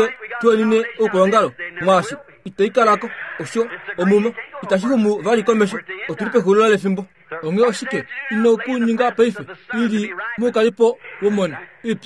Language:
Kuanyama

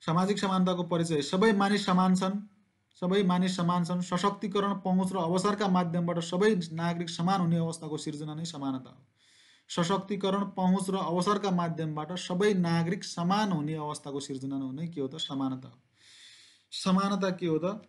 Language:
Nepali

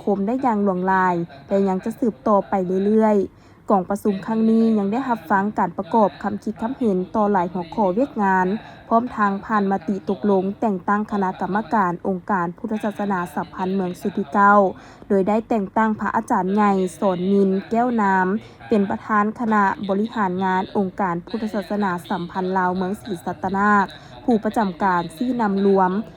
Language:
Lao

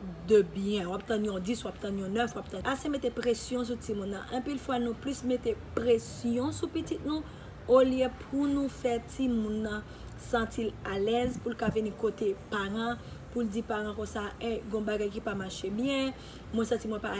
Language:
Haitian Creole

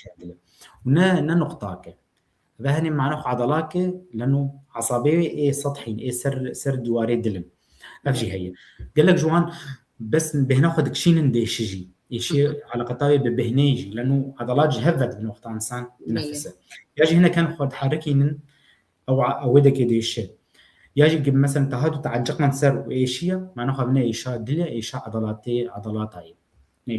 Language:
Kurdish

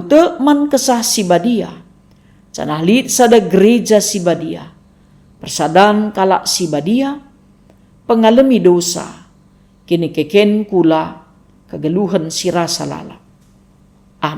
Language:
Batak Karo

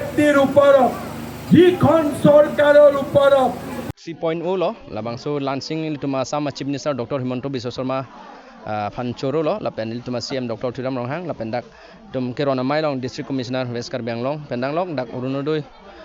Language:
Karbi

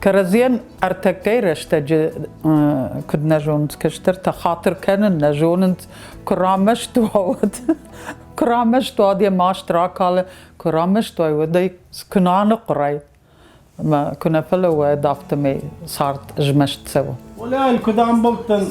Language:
Ossetic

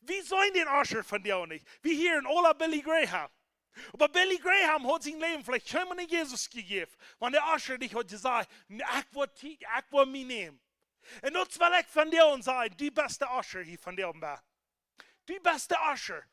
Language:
Plautdietsch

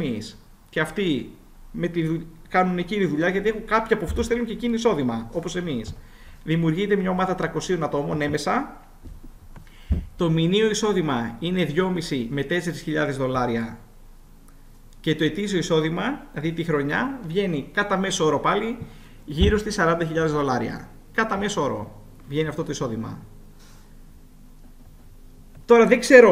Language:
Greek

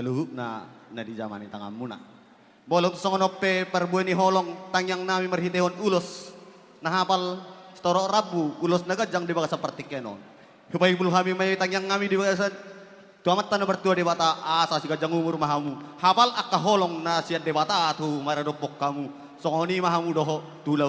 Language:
Batak Toba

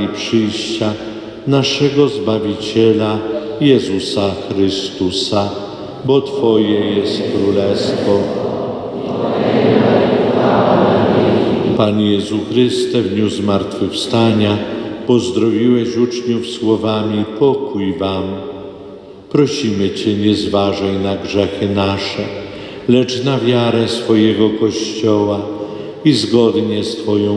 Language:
Polish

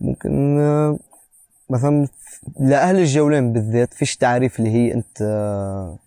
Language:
North Levantine Arabic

